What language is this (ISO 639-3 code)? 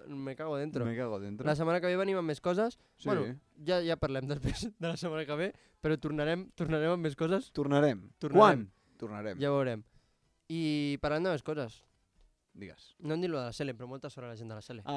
cat